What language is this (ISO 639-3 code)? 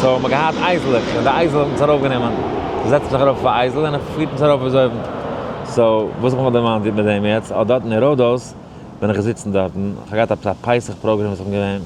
yid